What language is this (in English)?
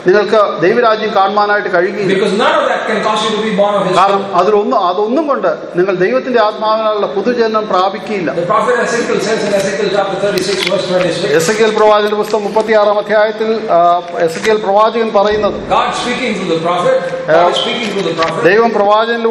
Malayalam